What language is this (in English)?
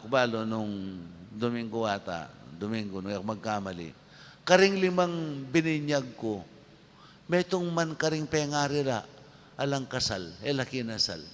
Pampanga